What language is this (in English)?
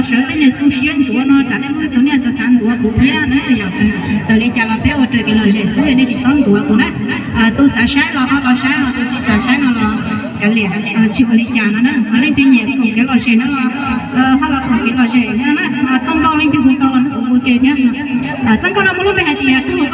Hmong